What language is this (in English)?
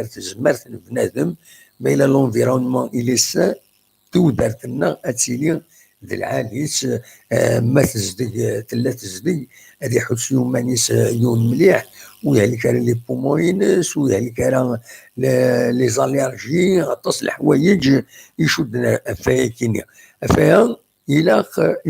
Kabyle